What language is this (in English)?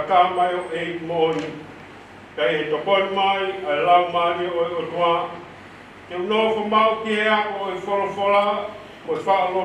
Tongan